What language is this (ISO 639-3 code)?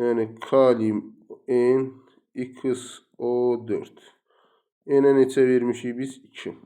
aze